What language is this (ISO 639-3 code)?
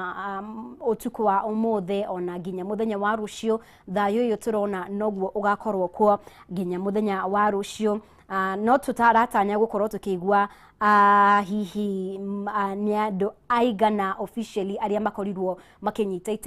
kik